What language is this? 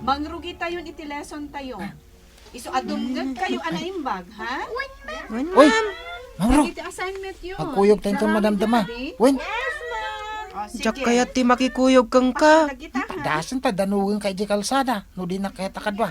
Iloko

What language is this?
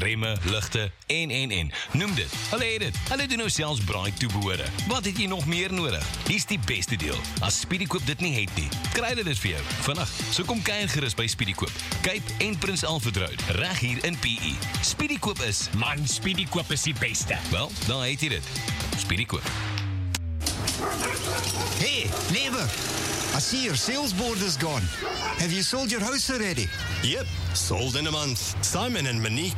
Afrikaans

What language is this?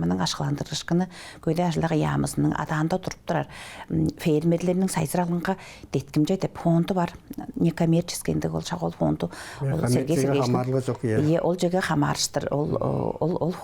Tuvinian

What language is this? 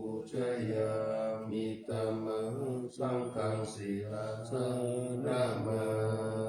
Pali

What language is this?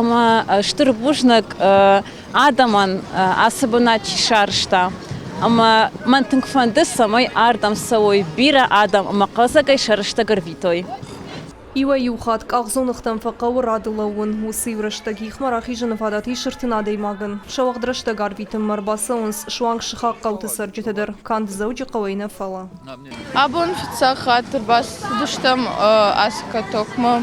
Ossetic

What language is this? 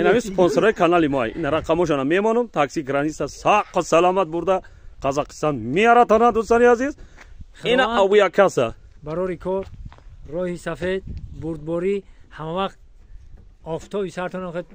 Tajik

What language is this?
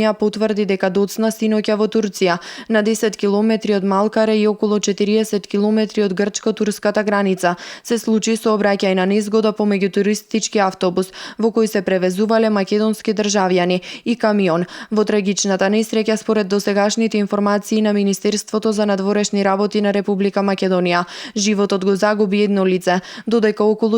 Macedonian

